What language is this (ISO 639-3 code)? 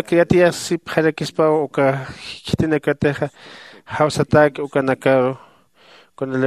aym